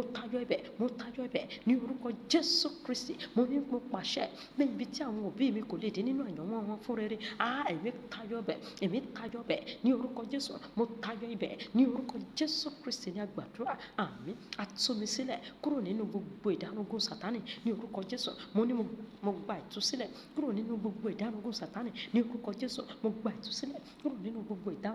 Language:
Yoruba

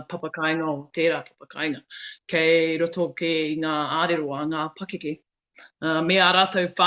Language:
Māori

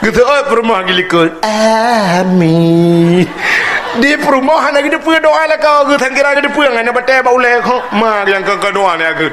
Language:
Achinese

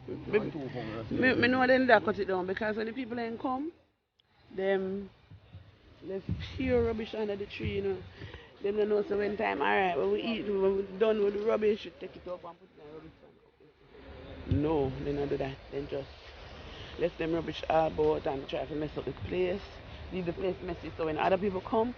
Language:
Jamaican Creole English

